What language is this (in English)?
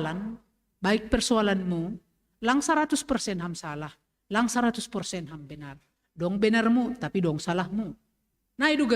Batak Simalungun